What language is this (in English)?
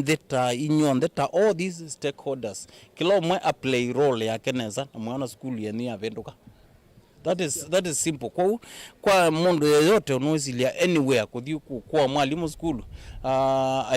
Kamba